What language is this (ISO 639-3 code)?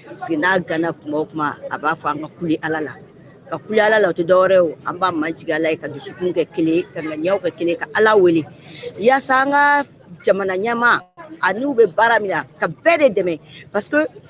bam